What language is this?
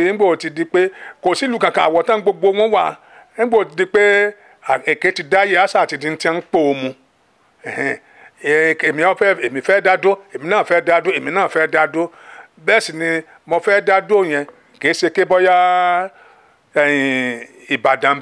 Yoruba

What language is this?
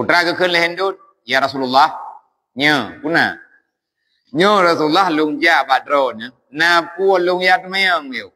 Achinese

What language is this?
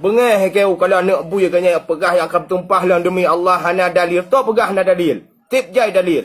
Achinese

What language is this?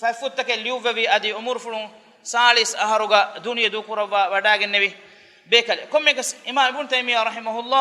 Divehi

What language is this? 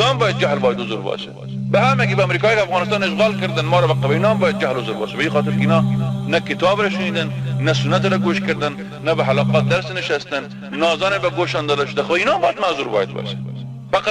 Persian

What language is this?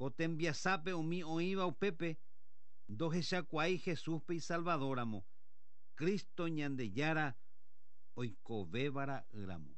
Guarani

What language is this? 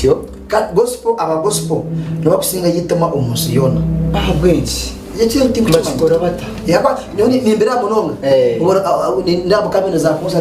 Nyankole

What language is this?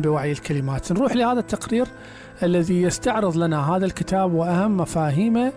Mesopotamian Arabic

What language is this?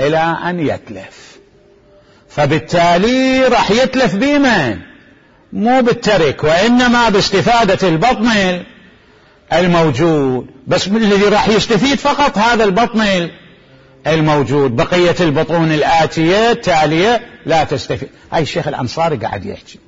Mesopotamian Arabic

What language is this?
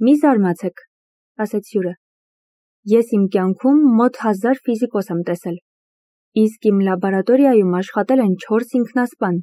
Armenian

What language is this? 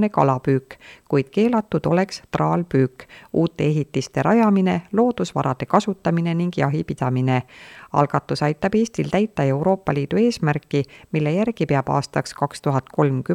Estonian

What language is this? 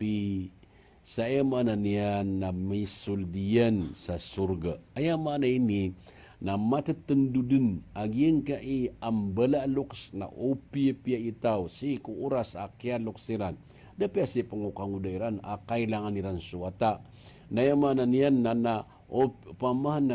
Maranao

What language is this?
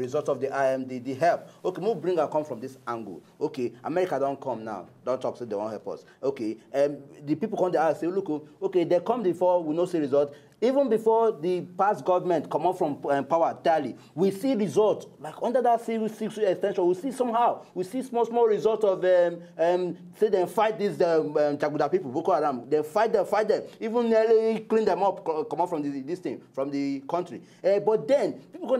Nigerian Pidgin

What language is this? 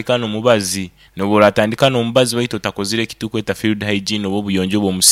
Nyoro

